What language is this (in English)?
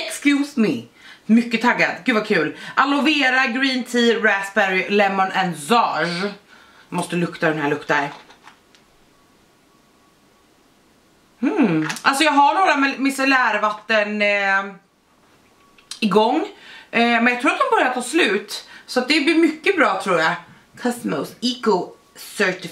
Swedish